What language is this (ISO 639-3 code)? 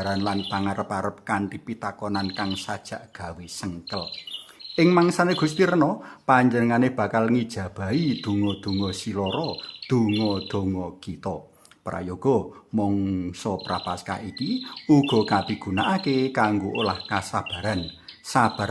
jav